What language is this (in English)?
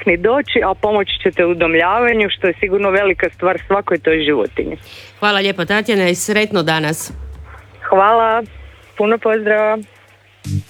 Croatian